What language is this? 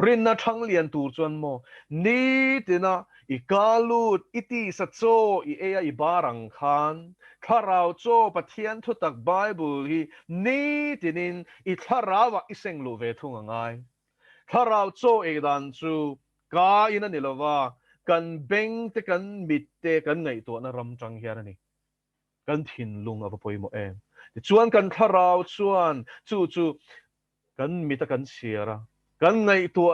Mizo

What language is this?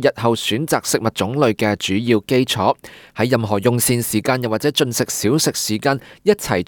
Cantonese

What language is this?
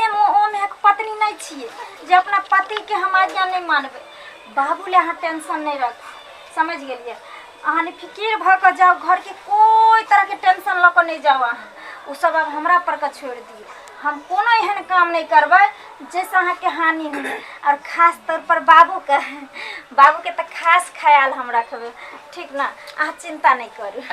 Maithili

